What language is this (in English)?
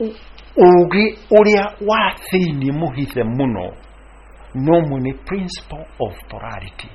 Kikuyu